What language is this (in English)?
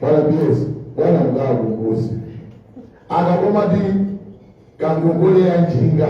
Nyanja